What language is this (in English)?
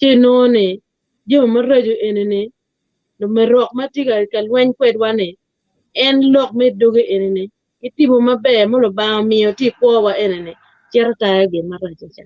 Acoli